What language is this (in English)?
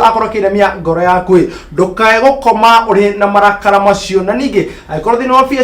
Kikuyu